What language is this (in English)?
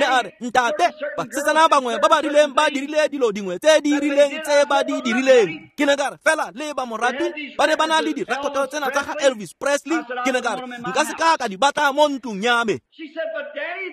Tswana